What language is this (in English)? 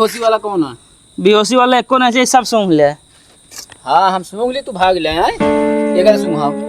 Awadhi